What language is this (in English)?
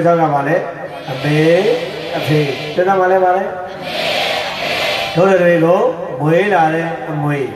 Burmese